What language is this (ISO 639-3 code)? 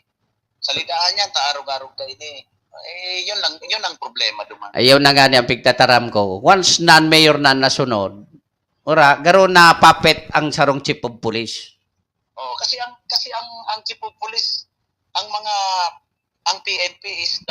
bik